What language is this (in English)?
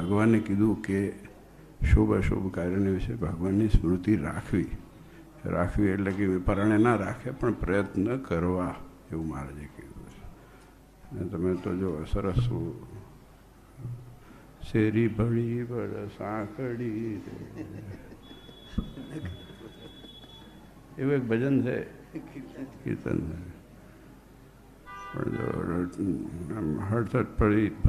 Gujarati